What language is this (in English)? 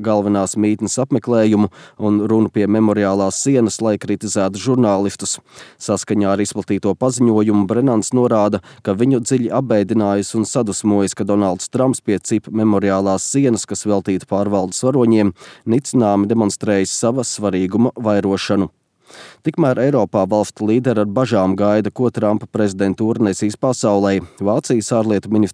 Latvian